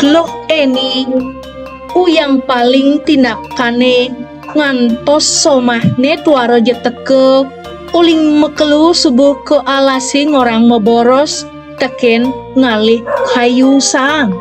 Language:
Balinese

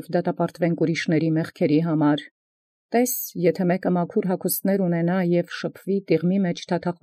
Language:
Armenian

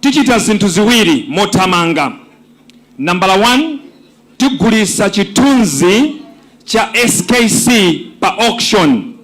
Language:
Nyanja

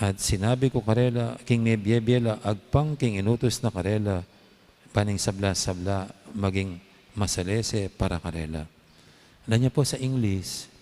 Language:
Pampanga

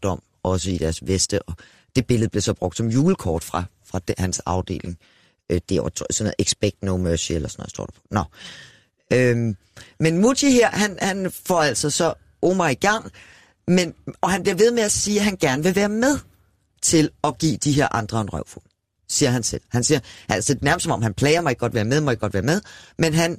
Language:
Danish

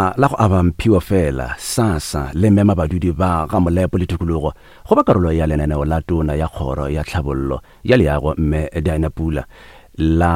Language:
Northern Sotho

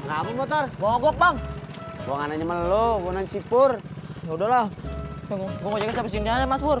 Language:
Betawi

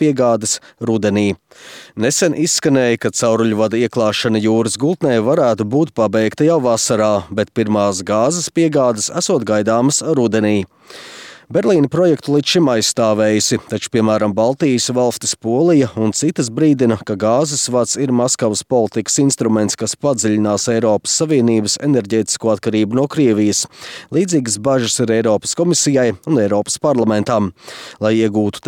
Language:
Latvian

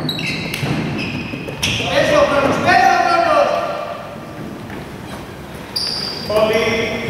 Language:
Greek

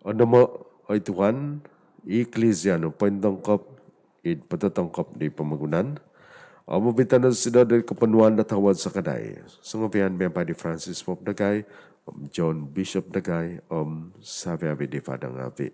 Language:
Central Dusun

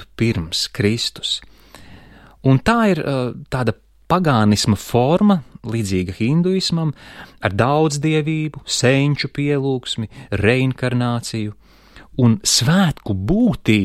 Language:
Latvian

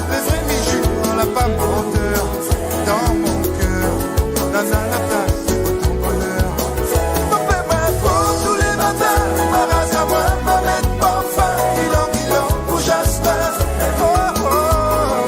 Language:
Morisyen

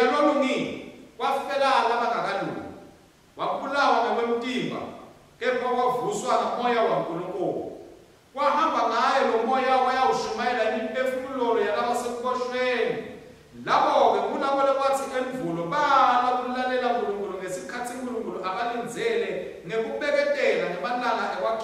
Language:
Swati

